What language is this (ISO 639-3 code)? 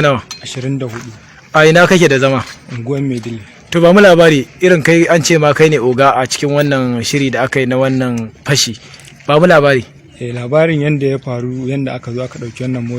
hau